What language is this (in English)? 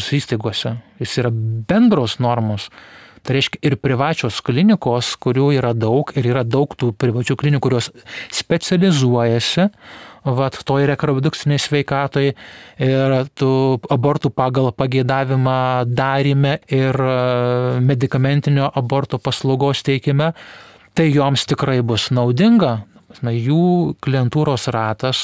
Lithuanian